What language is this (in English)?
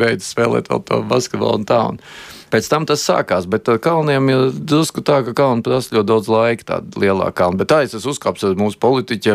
Latvian